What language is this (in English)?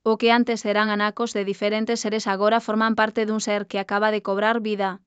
Galician